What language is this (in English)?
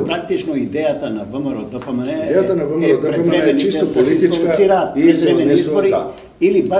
Macedonian